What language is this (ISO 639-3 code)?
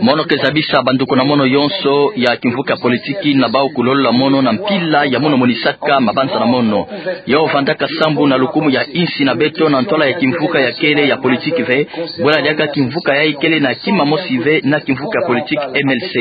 ktu